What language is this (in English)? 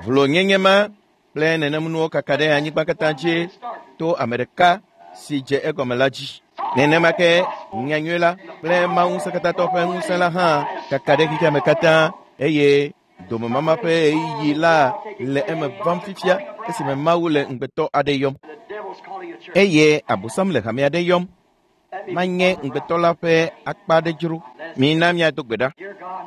Ewe